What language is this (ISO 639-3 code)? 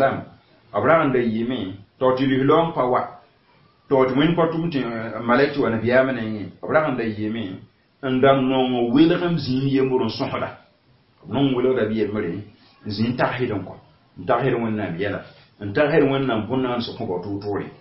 mos